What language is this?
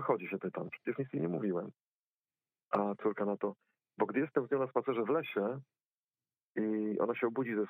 Polish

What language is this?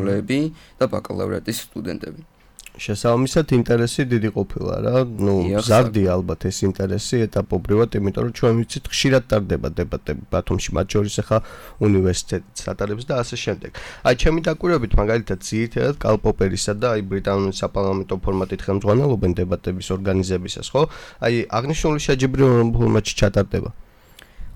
Georgian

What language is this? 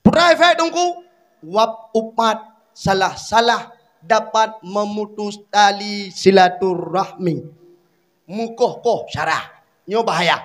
Achinese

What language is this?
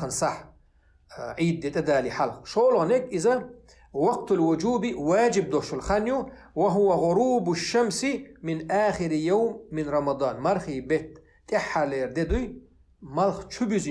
Chechen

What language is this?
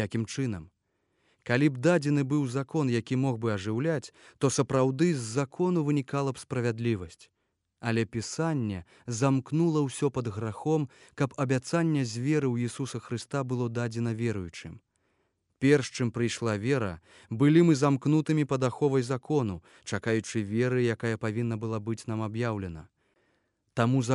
Belarusian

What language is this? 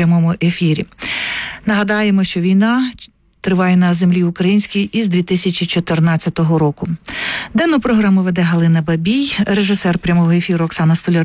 Ukrainian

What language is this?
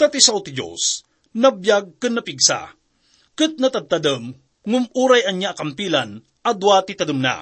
Iloko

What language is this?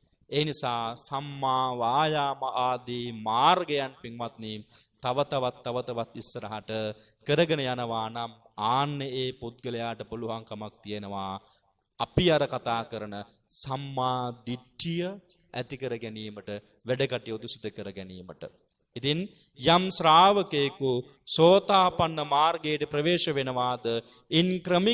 Sinhala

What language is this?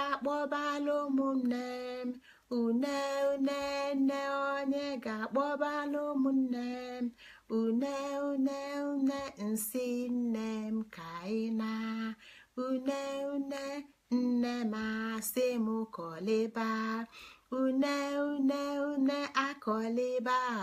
Igbo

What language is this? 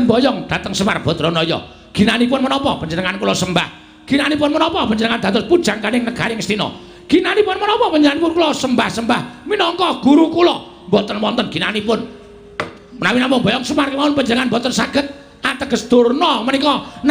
Javanese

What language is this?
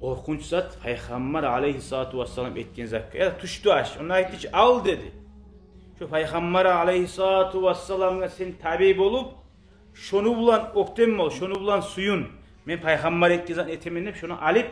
Kumyk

